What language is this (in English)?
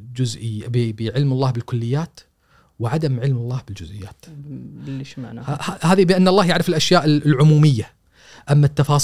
Gulf Arabic